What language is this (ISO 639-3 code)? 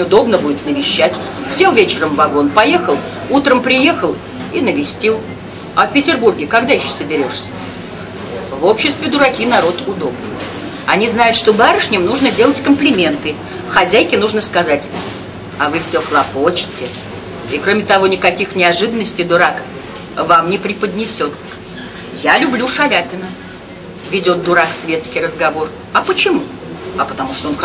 rus